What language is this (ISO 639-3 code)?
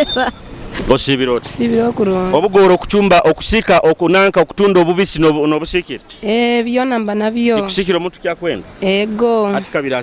nyo